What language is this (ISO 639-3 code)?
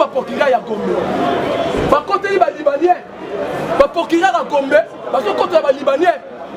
lin